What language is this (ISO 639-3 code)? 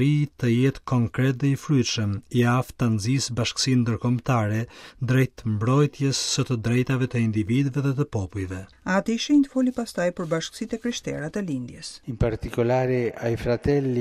sqi